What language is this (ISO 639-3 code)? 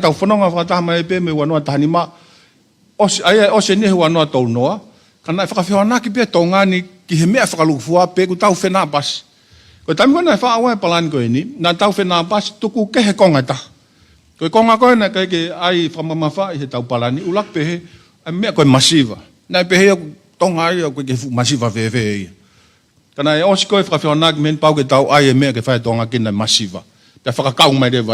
ton